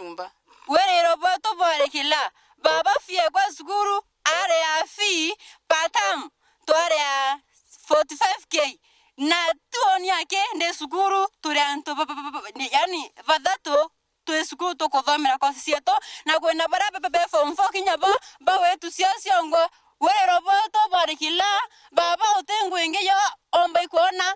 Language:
Meru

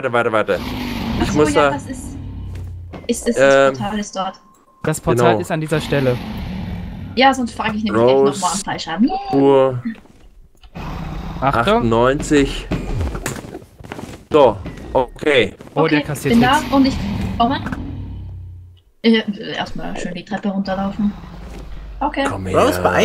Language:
German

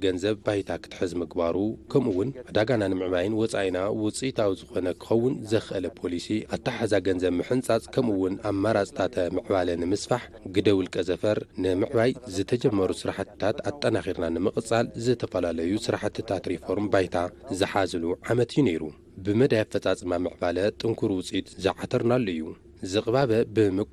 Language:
Tigrinya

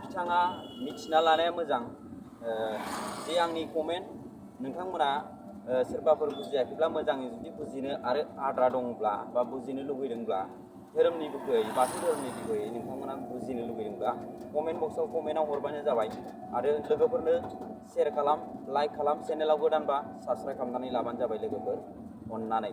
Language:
Bodo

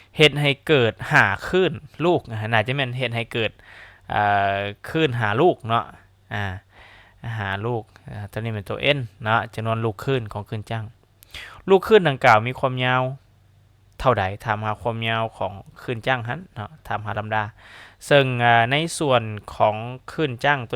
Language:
Lao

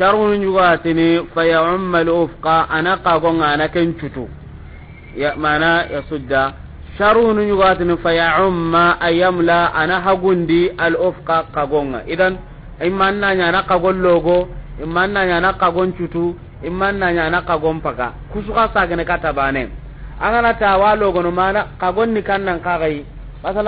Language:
Soninke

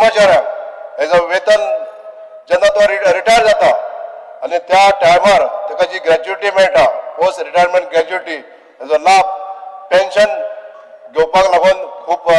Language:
Konkani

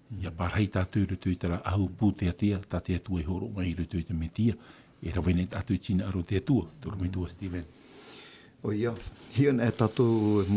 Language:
Tahitian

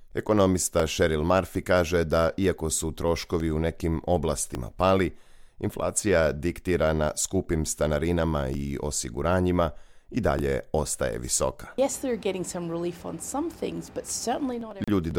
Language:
Serbian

